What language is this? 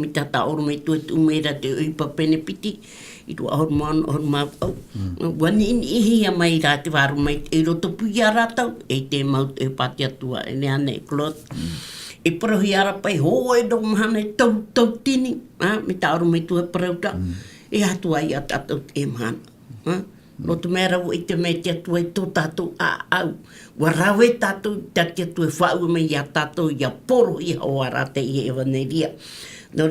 Tahitian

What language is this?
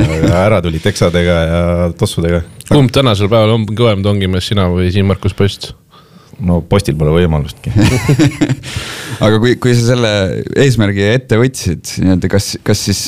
Estonian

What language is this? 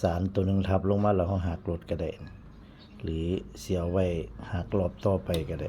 Northeastern Thai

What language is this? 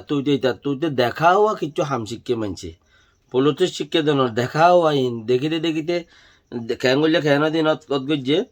Rohingya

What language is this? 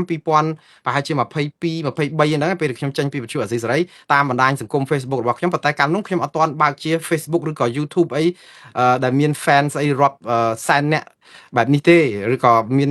Khmer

